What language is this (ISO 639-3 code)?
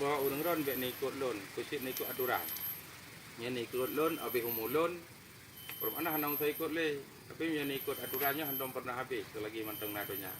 ace